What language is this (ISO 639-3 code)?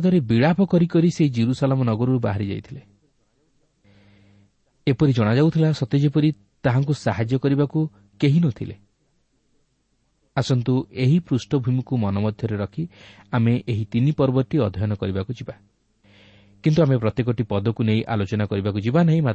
ori